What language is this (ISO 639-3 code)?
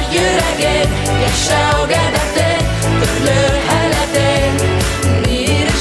bak